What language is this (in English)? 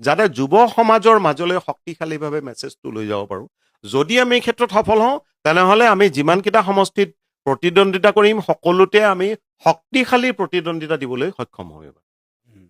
Assamese